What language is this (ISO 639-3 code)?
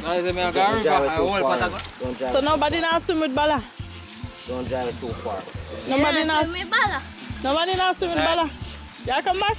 jam